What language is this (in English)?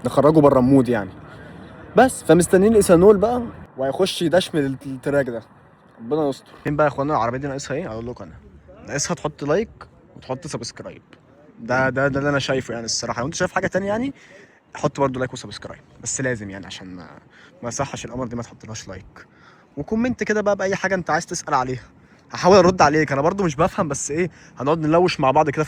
Egyptian Arabic